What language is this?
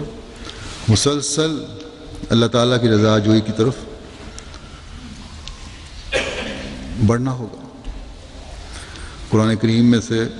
Urdu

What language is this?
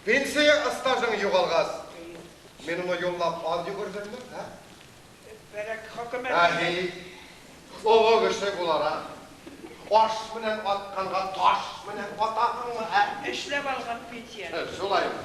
Bashkir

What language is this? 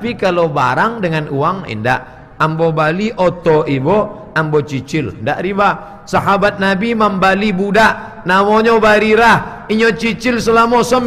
Minangkabau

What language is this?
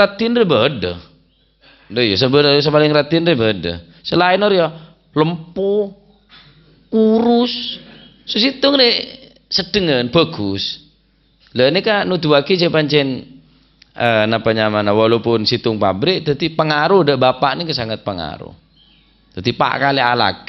Madurese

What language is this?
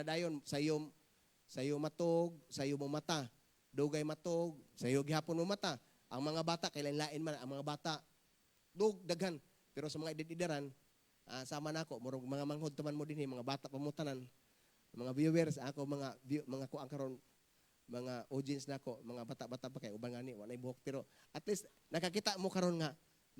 Cebuano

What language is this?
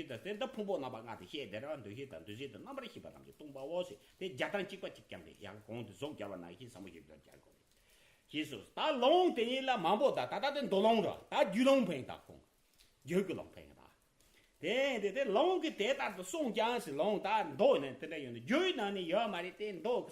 Tibetan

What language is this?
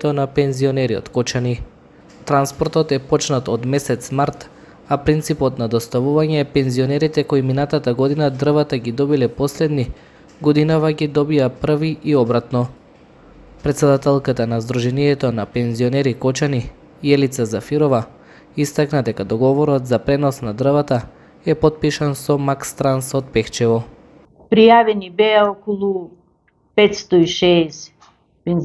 Macedonian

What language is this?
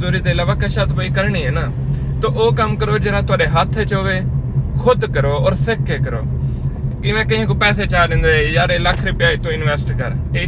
Saraiki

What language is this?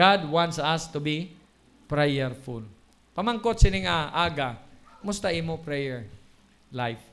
Hiligaynon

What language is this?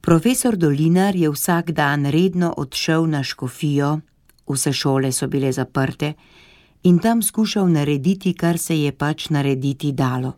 Slovenian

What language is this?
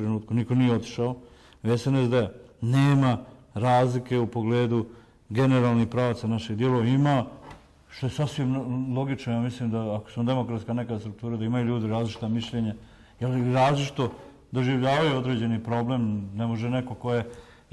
Bosnian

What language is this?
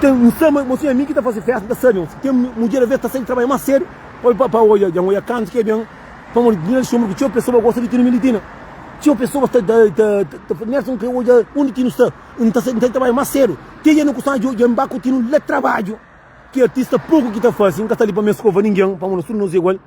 Kabuverdianu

